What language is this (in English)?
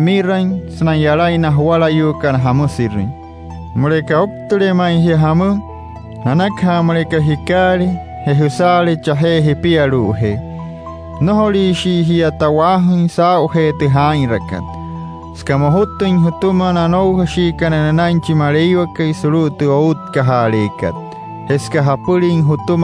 Wayuu